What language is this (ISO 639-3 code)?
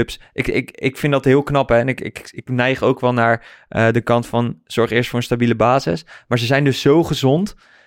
nld